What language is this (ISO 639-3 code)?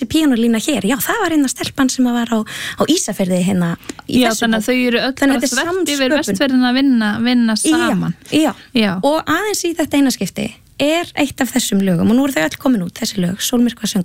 isl